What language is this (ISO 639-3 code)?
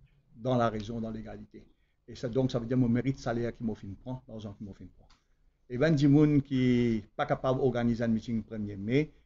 mfe